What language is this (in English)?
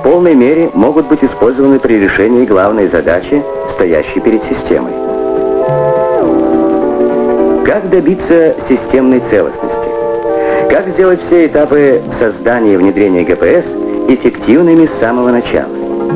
Russian